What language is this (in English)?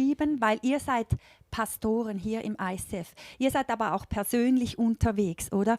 Swiss German